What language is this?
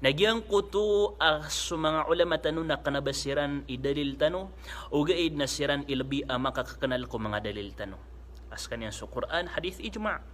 Maranao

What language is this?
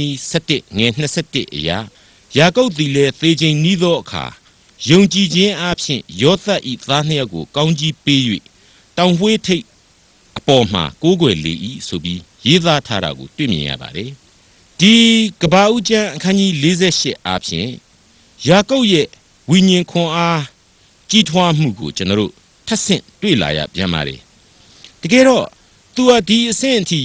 Burmese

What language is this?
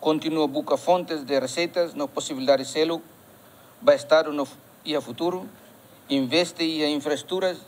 Tetum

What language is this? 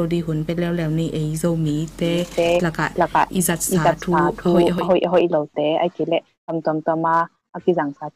Tedim Chin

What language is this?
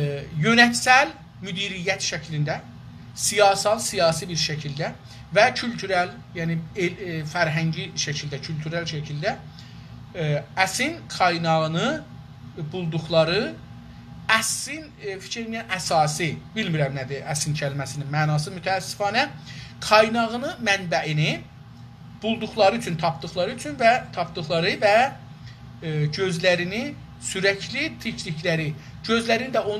South Azerbaijani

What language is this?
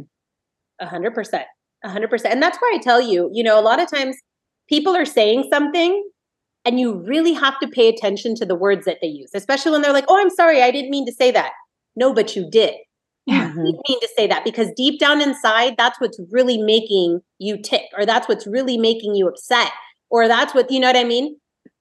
English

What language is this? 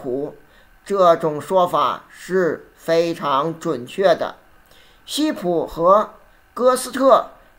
Chinese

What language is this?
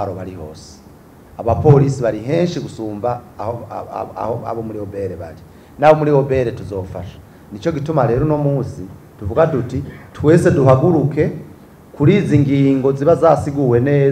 Rundi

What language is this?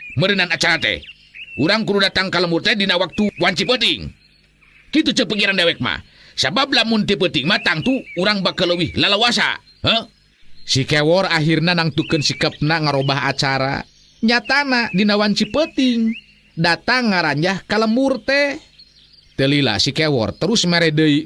Sundanese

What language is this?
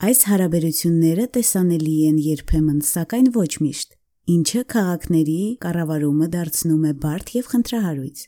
Armenian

